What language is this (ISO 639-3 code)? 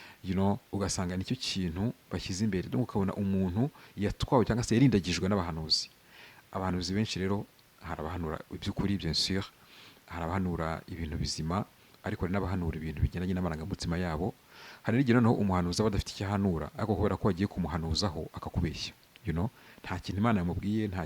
kin